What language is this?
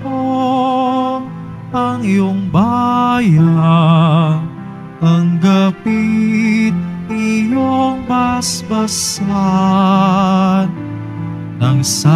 Filipino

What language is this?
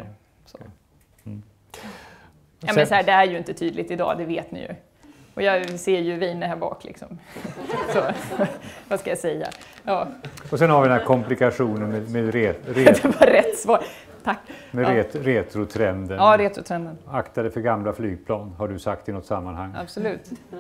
Swedish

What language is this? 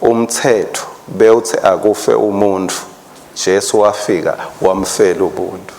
Swati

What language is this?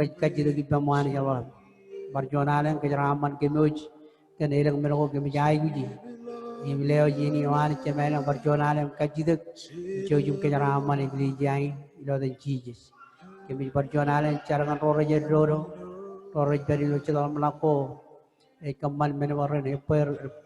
Marshallese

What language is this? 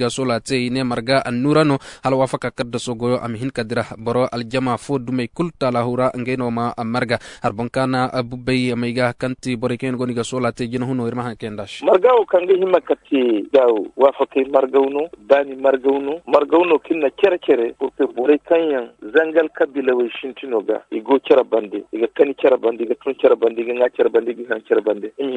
Zarma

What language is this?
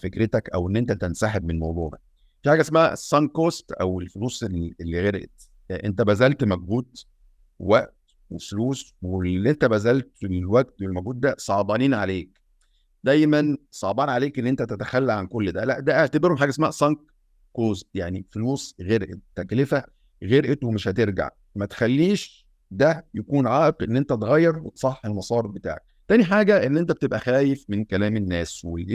Egyptian Arabic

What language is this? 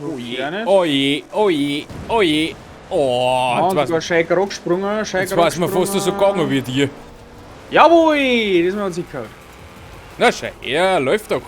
Bavarian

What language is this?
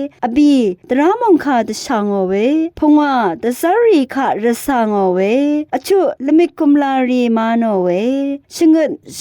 Rawang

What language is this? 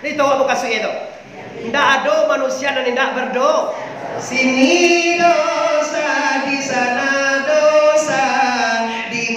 Minangkabau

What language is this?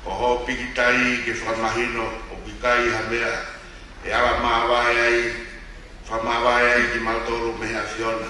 Tongan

